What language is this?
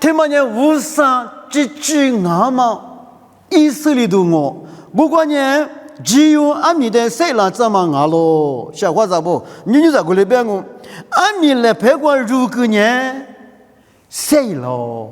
Lisu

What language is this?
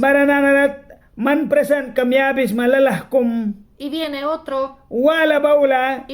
Mískito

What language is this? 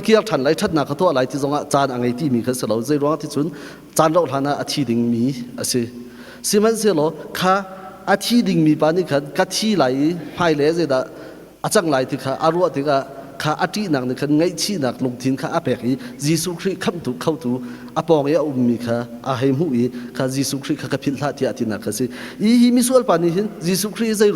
Hakha Chin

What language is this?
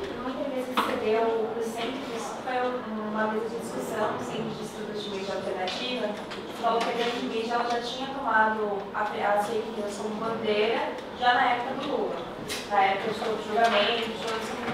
Portuguese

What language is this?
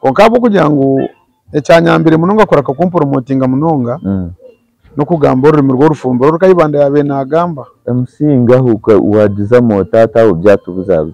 Nyankole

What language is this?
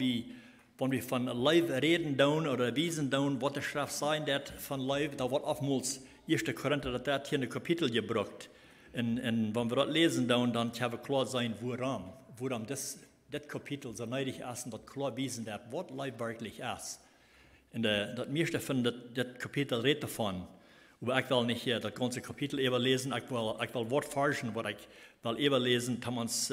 Plautdietsch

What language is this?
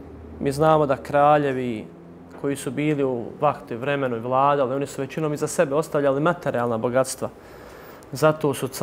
Bosnian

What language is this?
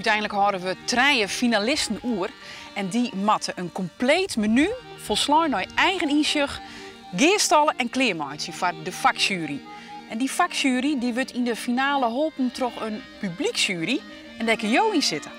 Western Frisian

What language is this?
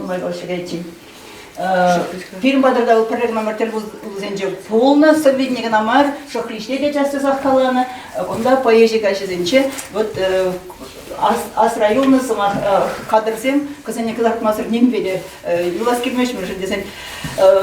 Chuvash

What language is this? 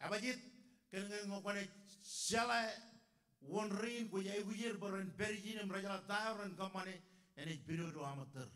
Marshallese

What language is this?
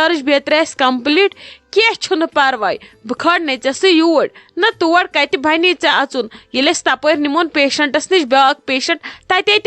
Kashmiri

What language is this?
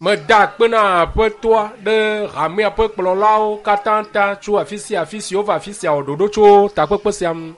Ewe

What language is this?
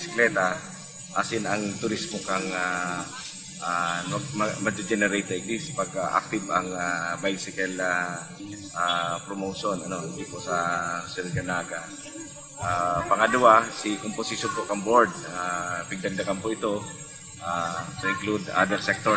Bikol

